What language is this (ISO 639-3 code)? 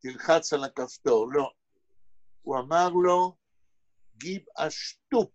yid